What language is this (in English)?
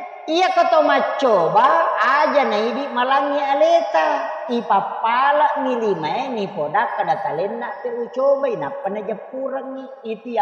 Buginese